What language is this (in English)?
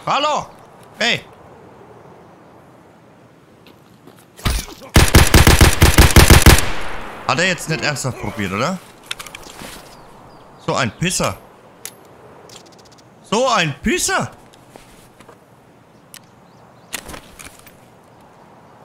German